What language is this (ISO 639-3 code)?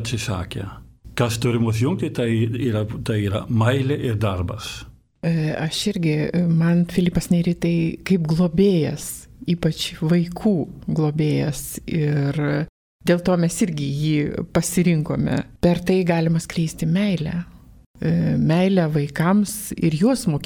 lit